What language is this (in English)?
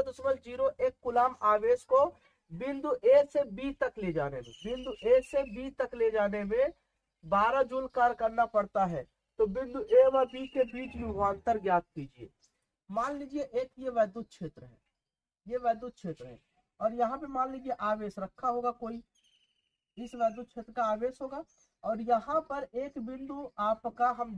Hindi